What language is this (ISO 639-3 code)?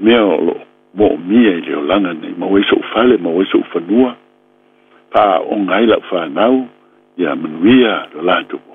smo